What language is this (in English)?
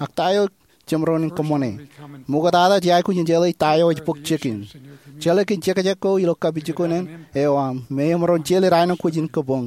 Marshallese